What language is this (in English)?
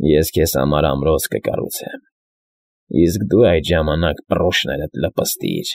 Armenian